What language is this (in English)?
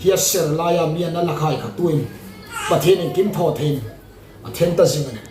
Hmar